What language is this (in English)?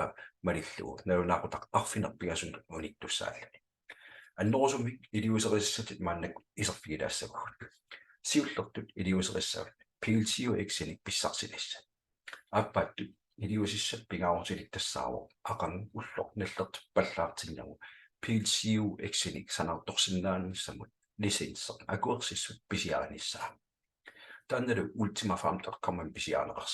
Kalaallisut